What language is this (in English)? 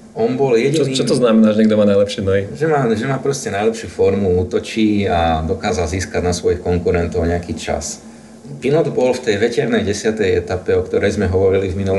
Slovak